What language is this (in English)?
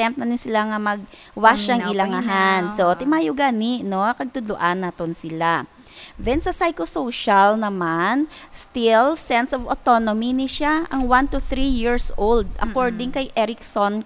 Hiligaynon